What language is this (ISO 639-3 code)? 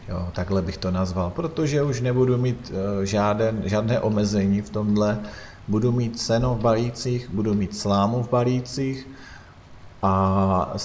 ces